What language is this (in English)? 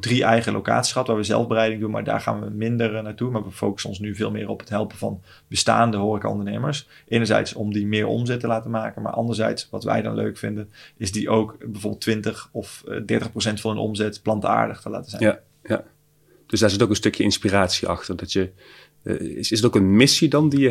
Dutch